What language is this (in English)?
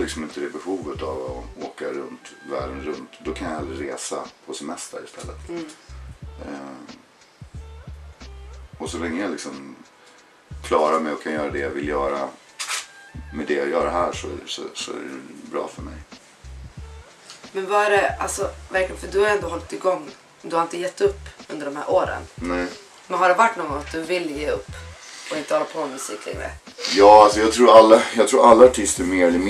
Swedish